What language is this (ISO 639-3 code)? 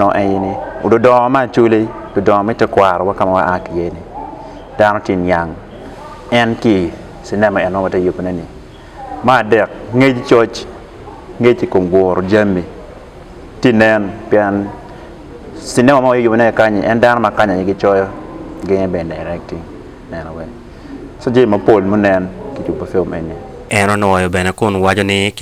ach